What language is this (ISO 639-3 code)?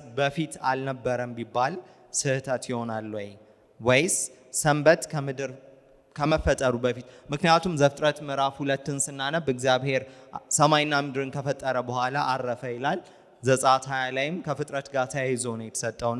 amh